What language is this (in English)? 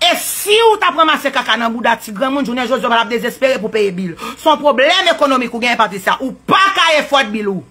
Haitian Creole